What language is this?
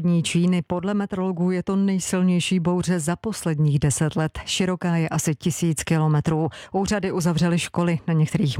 Czech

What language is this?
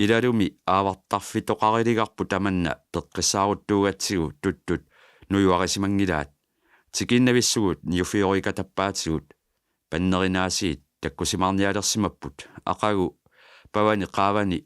Kalaallisut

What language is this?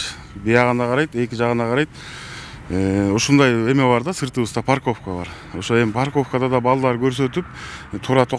Kyrgyz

